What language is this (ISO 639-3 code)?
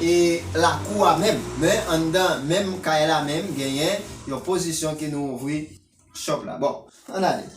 hat